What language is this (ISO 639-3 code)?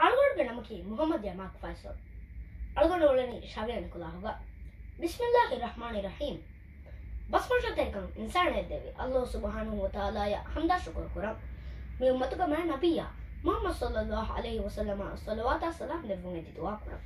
div